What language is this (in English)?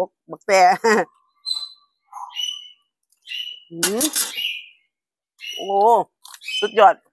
Thai